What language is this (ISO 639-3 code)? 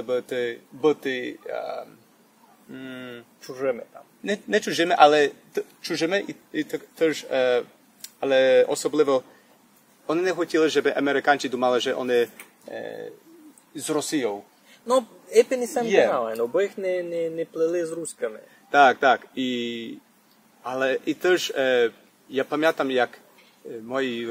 rue